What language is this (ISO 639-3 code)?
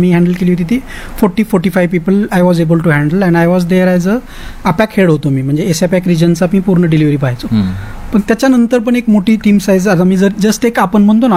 mar